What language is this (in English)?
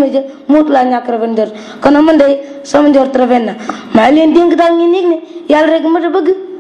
Wolof